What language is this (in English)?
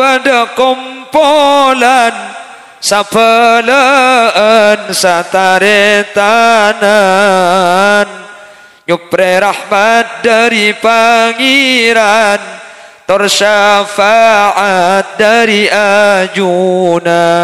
Madurese